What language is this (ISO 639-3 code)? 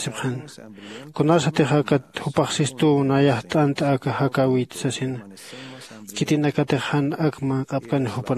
aym